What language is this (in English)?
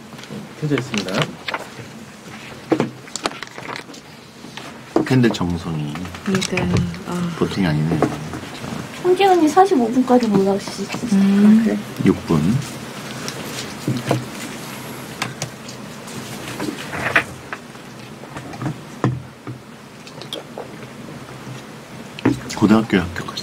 Korean